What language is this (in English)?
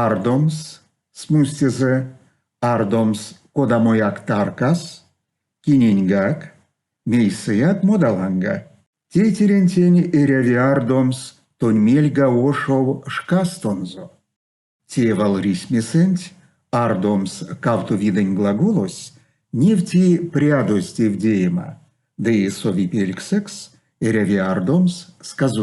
Erzya